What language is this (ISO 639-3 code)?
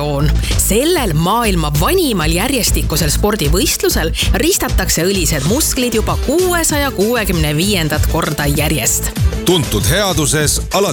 est